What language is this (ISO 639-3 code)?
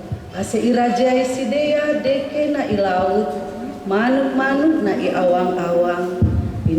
bts